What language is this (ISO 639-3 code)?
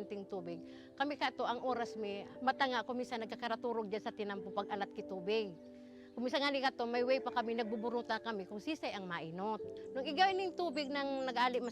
bik